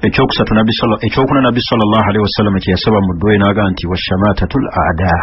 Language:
Ganda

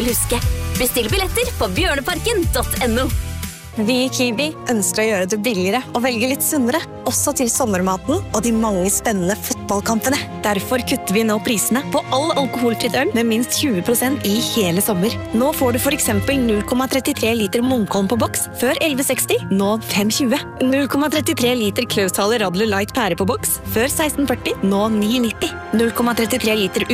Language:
Norwegian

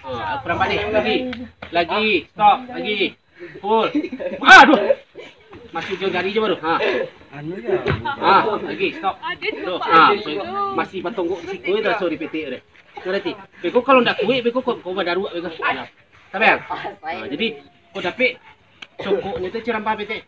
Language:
Minangkabau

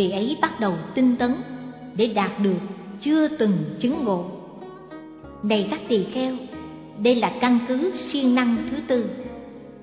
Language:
Vietnamese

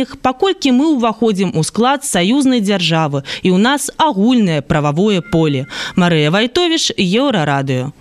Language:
Belarusian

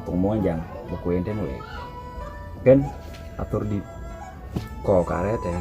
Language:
Dinka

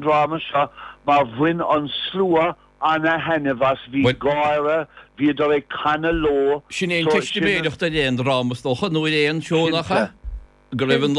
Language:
Irish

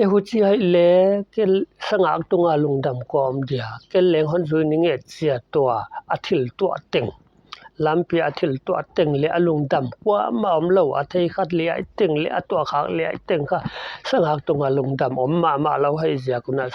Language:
Paite Chin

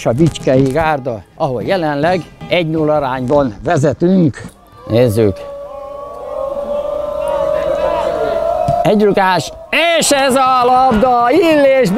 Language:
Hungarian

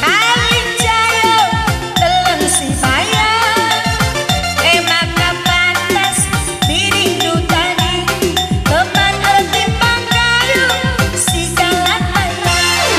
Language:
Batak Karo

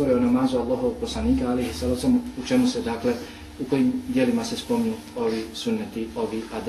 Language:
Bosnian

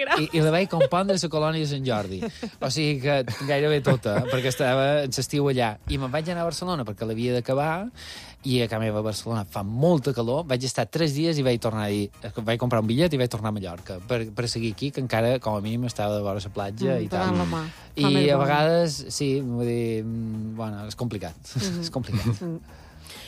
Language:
Catalan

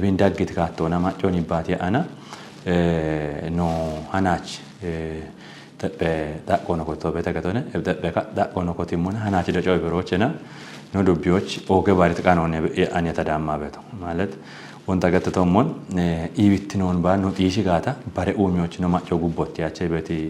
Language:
Kafa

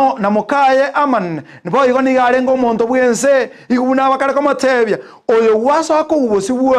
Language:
Gusii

